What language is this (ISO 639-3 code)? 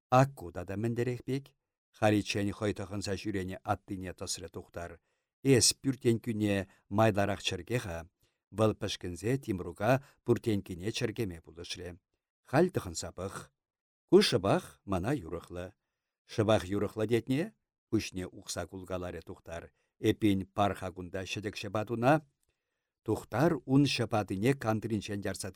chv